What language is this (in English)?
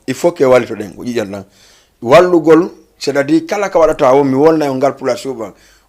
Fula